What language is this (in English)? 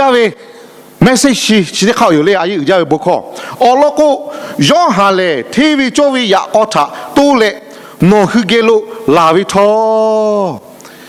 Lahu